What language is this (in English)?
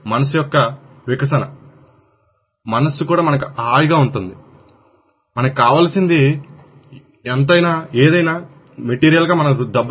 Telugu